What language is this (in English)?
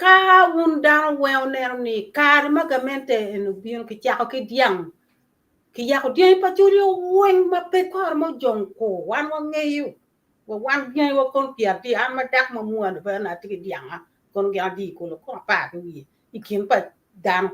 Acoli